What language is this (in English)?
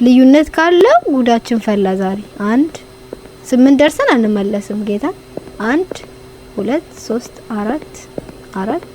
Amharic